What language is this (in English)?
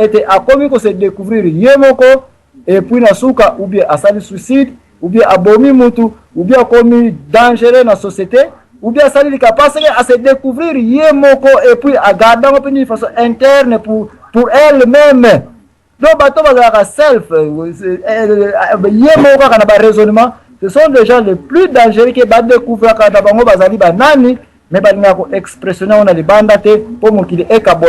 Lingala